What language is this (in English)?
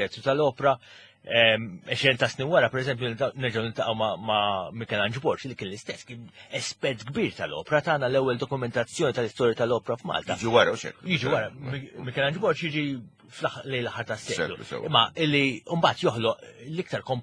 Maltese